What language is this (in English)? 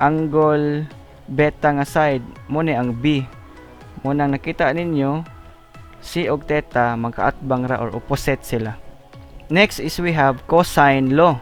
Cebuano